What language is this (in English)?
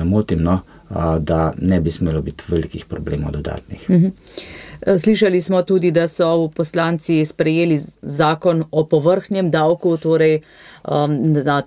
Slovenian